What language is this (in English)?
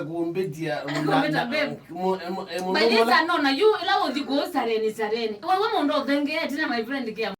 Kamba